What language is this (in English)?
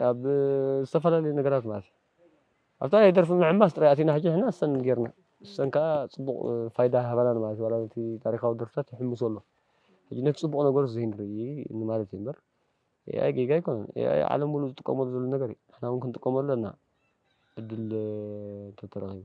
Tigrinya